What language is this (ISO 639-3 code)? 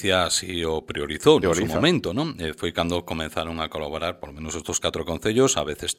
glg